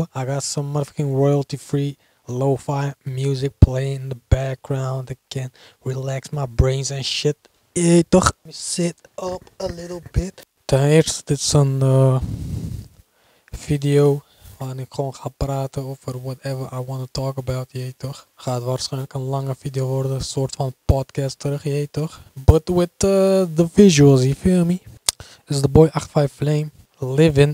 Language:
Dutch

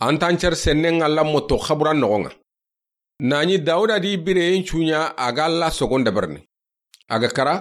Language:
Soninke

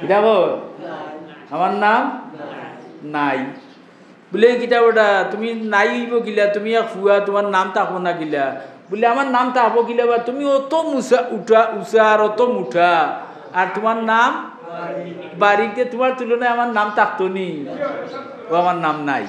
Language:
Sylheti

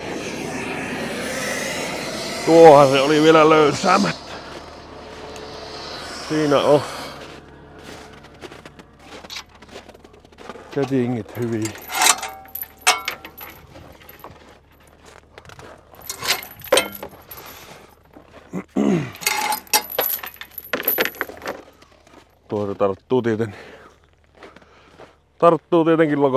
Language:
Finnish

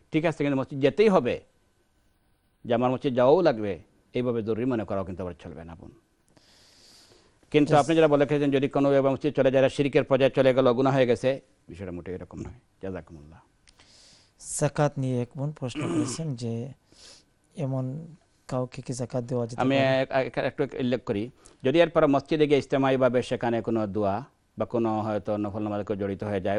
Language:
Bangla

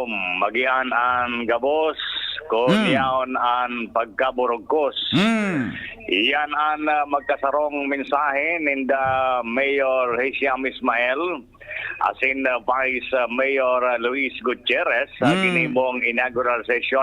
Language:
Bikol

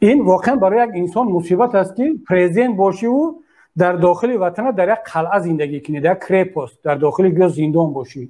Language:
Tajik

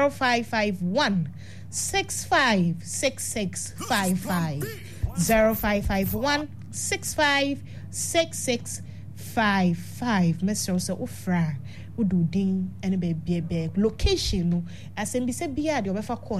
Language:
Akan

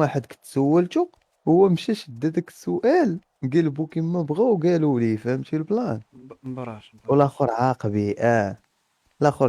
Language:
Moroccan Arabic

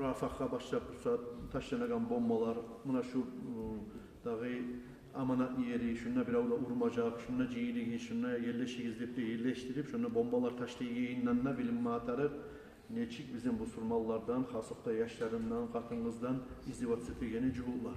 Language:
Kumyk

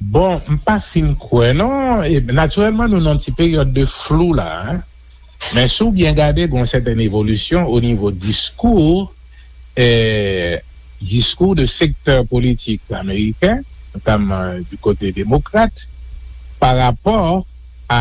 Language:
Haitian Creole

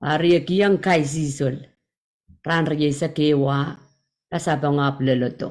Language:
Pohnpeian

